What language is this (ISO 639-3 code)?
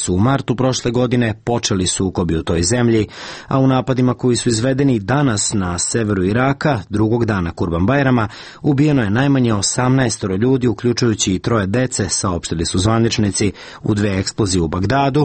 srp